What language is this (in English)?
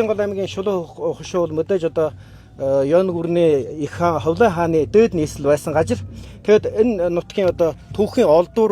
Mongolian